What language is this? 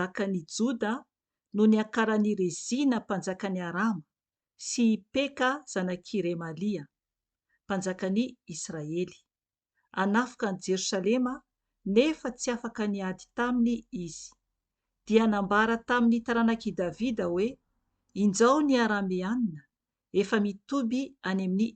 Malagasy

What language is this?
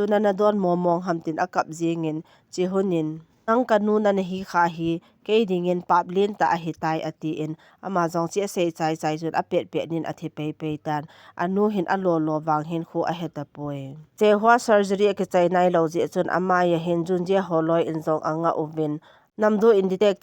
Thado Chin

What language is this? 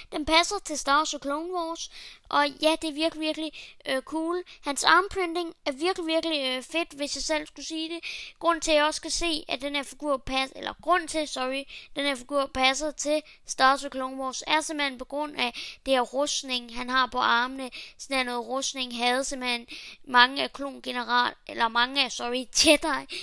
Danish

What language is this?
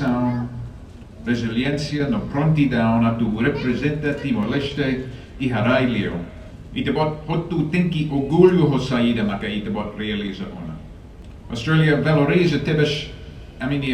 Tetum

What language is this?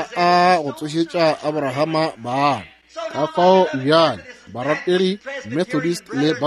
Northern Sotho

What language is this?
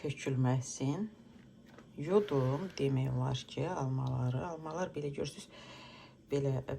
Azerbaijani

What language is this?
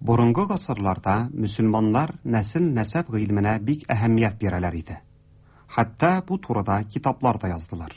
Tatar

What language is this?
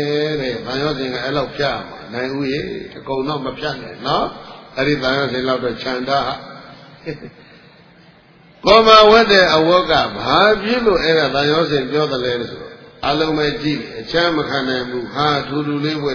Burmese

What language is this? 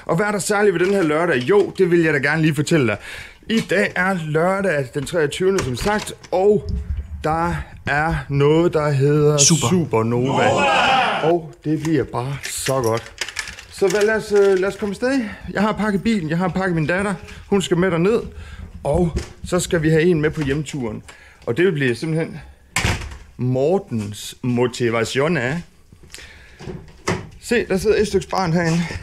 Danish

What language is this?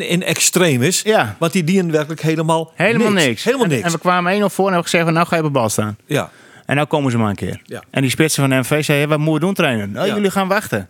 Western Frisian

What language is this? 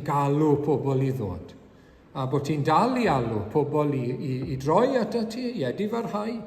Welsh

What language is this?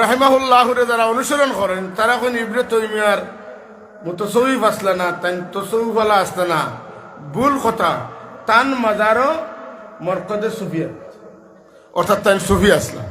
Sylheti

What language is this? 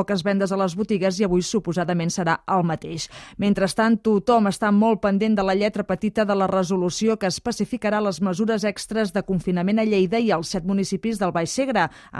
Catalan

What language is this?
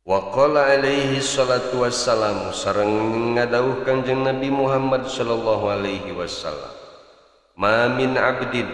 Sundanese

